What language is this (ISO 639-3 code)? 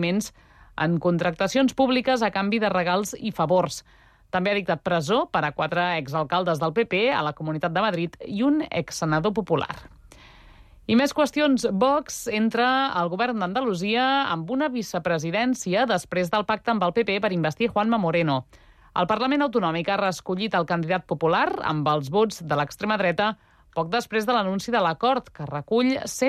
cat